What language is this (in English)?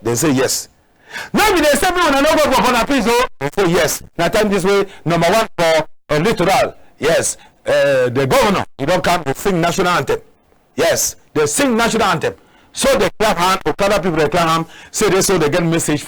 Cameroon Pidgin